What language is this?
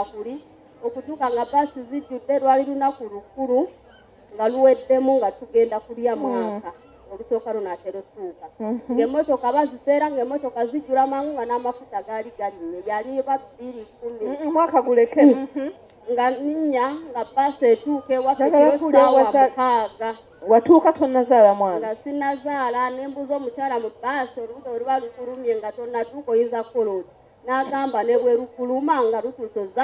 Ganda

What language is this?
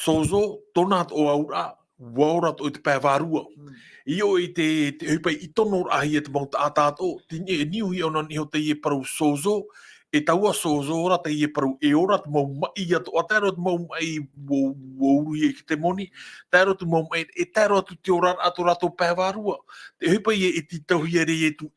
Tahitian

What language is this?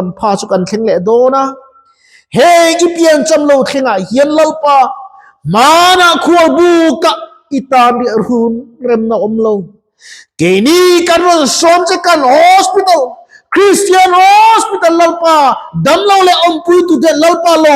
Mizo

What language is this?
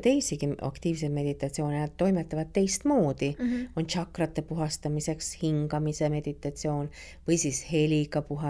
Estonian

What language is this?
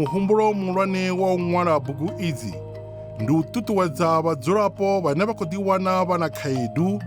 Venda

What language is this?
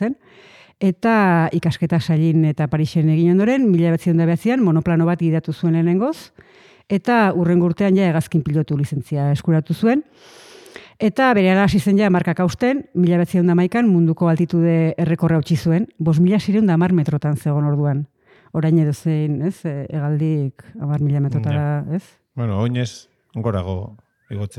Basque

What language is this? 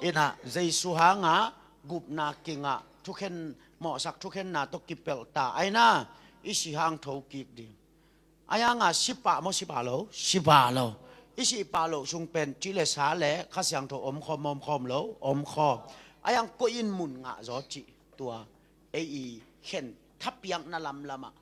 Tedim Chin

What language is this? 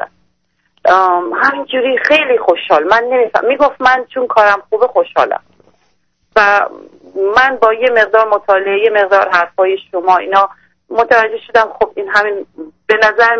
Persian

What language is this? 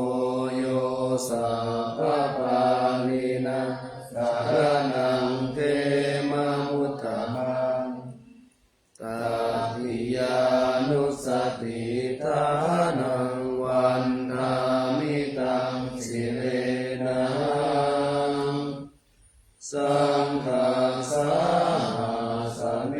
Pali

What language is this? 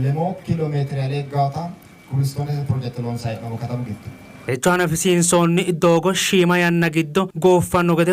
Sidamo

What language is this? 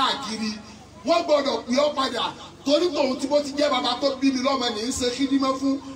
Yoruba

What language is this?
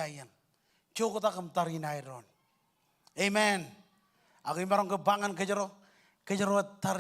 Marshallese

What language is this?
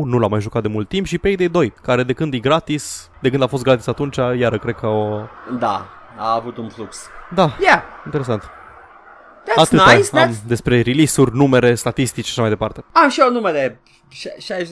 Romanian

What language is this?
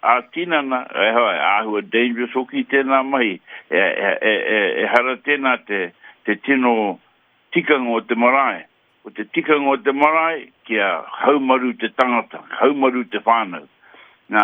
Māori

